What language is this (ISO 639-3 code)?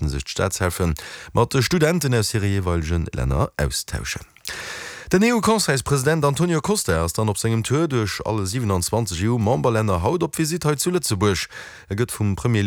ltz